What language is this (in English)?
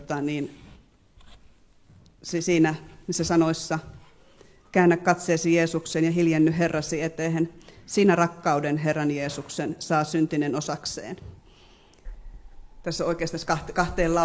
Finnish